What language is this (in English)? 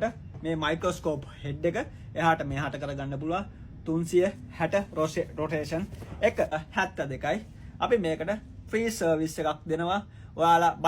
Sinhala